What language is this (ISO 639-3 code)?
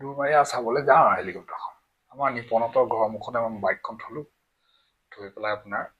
asm